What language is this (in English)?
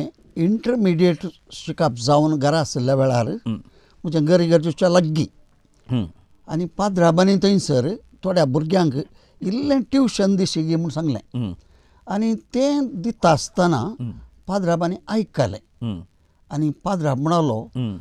Konkani